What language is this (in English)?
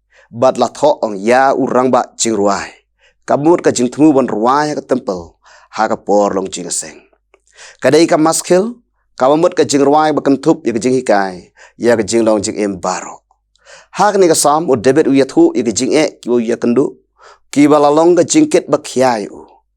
Khasi